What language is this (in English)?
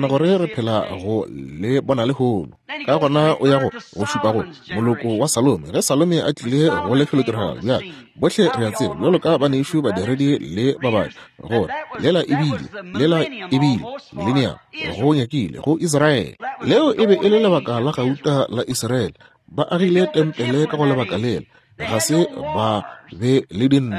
Northern Sotho